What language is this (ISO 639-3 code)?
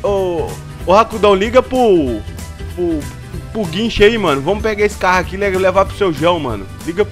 por